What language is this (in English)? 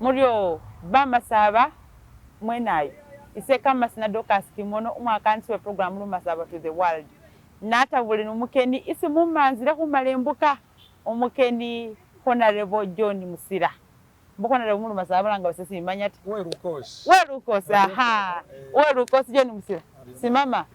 Masaaba